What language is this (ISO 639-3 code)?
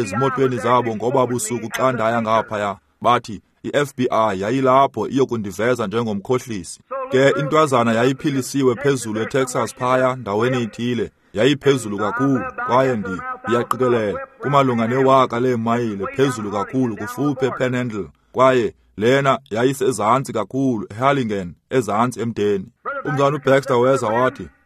xho